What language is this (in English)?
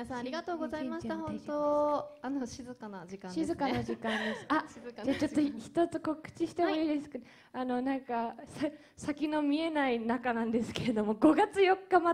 Japanese